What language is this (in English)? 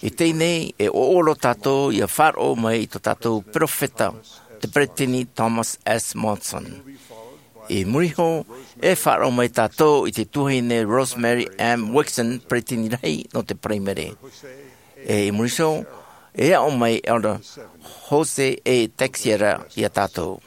Tahitian